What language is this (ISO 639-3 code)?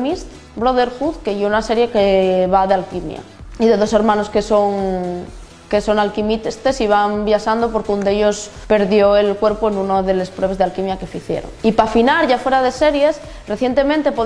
ast